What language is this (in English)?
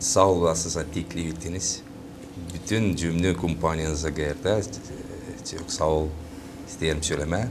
Gagauz